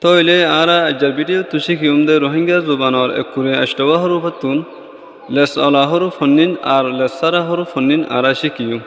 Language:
Rohingya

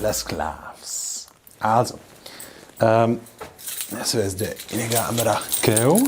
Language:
Romansh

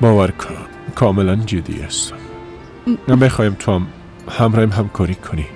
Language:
Persian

